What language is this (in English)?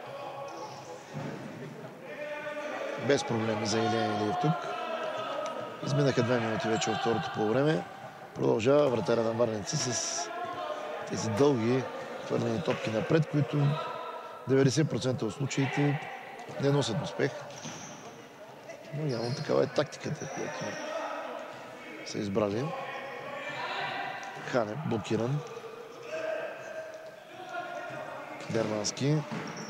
Bulgarian